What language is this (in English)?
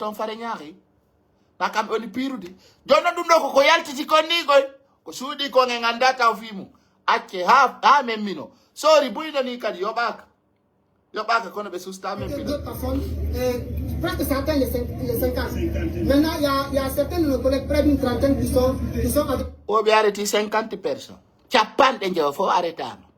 Pular